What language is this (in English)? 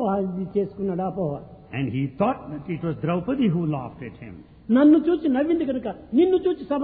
Telugu